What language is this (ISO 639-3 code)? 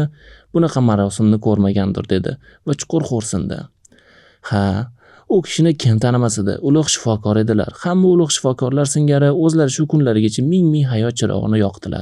uzb